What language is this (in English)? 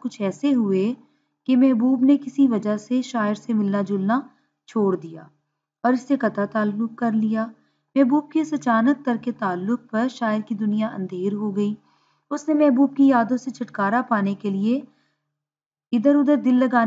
Urdu